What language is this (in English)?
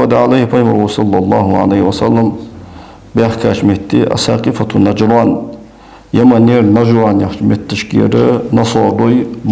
Ingush